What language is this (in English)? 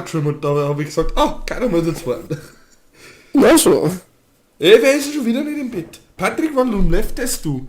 Bavarian